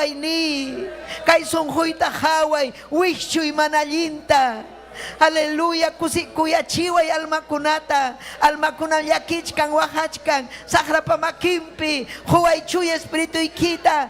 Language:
Ayacucho Quechua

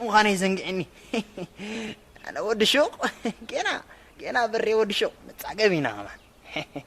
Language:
Tigrinya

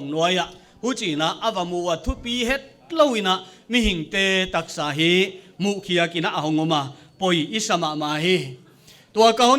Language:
Paite Chin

